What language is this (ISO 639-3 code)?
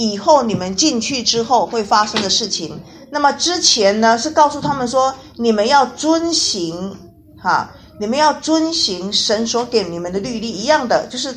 zho